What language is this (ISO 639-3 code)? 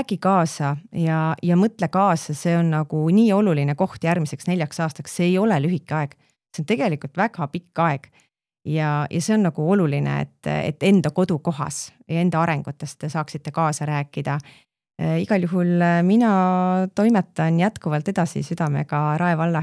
est